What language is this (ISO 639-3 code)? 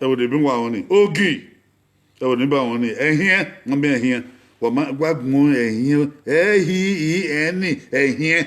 bin